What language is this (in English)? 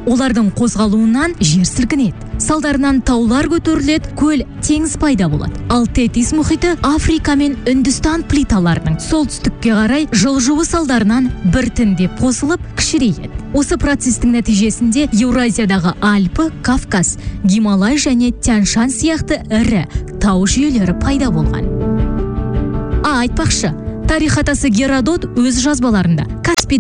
Kazakh